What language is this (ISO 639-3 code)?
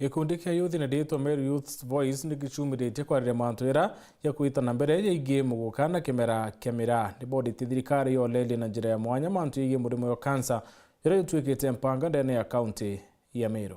mer